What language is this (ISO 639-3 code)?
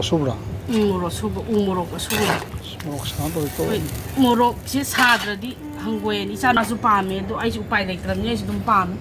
mni